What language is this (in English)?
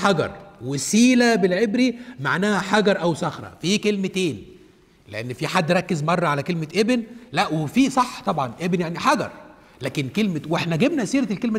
Egyptian Arabic